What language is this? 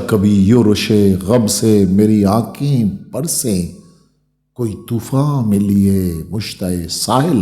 Eastern Balochi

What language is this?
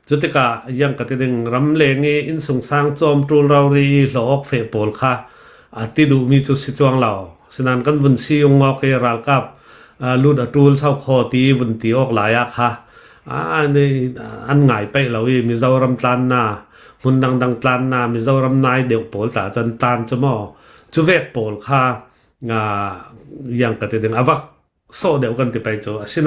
Hakha Chin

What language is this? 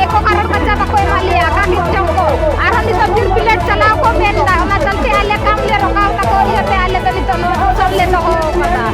Santali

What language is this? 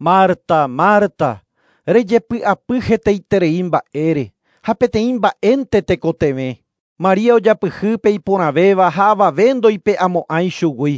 Guarani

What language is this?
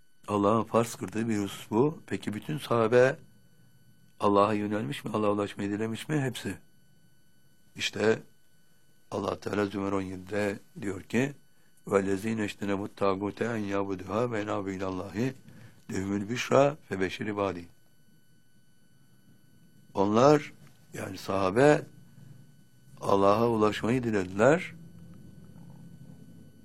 Turkish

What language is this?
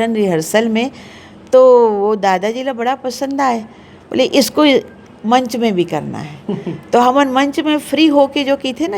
Chhattisgarhi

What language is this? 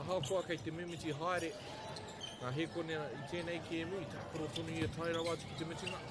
Māori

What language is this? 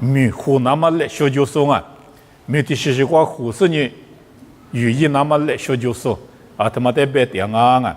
Lisu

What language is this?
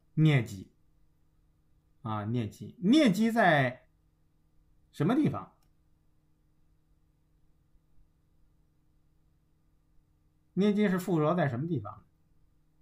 Chinese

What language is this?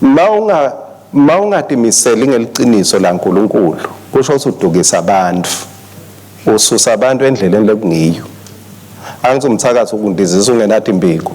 Swati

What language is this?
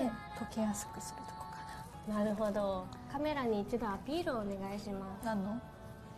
Japanese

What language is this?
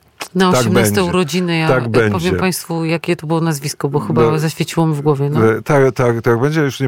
Polish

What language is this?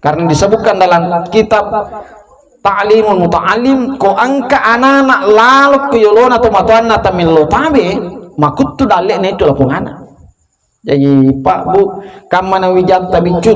Buginese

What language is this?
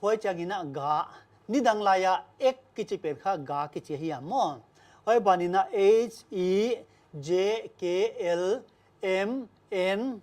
Paite Chin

